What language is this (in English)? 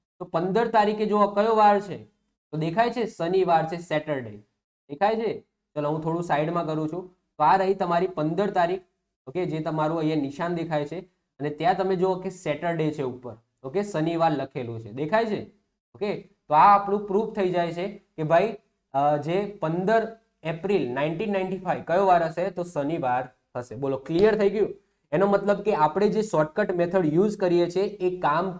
Gujarati